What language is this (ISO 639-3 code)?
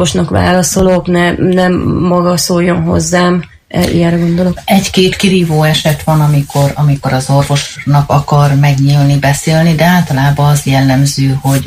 hun